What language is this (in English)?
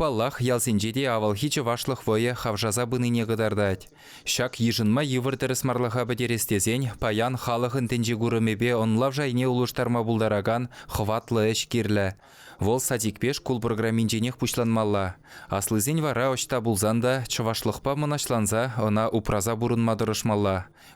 Chuvash